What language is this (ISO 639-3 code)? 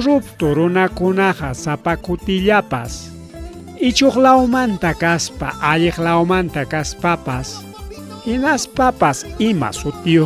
quy